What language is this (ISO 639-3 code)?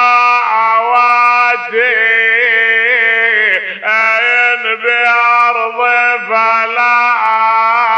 ara